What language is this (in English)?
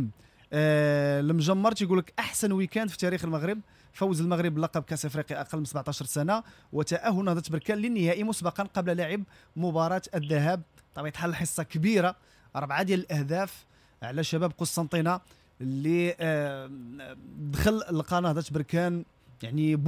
Moroccan Arabic